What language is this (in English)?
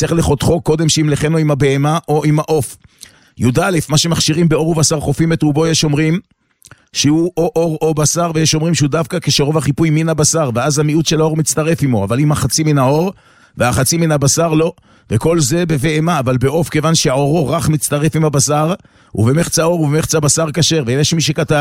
Hebrew